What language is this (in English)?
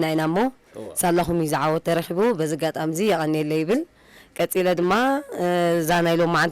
Tigrinya